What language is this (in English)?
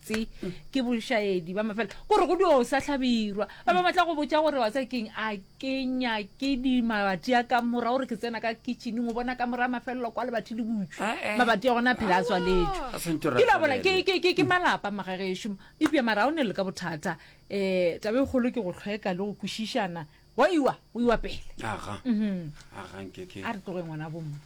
Northern Sotho